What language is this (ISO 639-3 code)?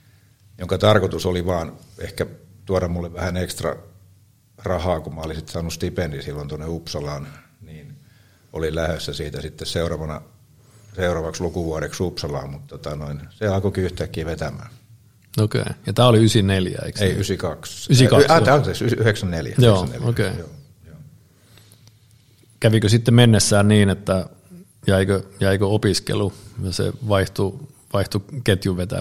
fin